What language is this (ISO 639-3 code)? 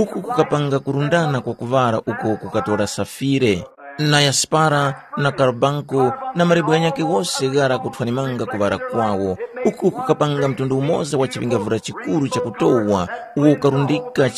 tum